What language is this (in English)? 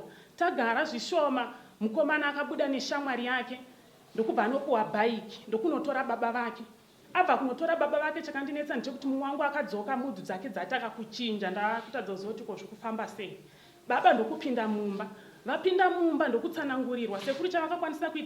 Shona